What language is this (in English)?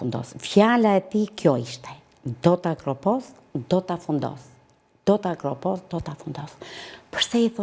Albanian